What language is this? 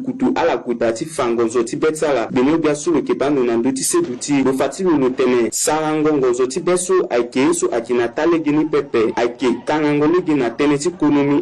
Sango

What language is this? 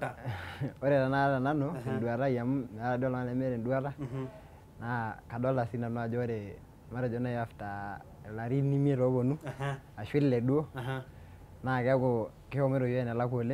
Masai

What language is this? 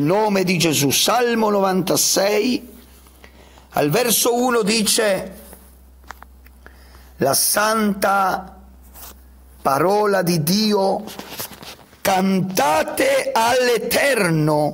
Italian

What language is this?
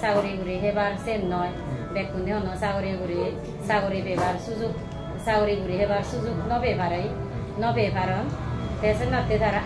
Chakma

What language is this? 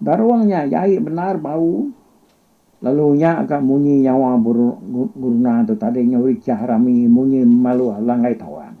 Iban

